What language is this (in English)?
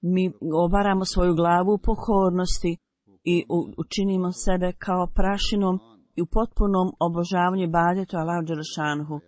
Bosnian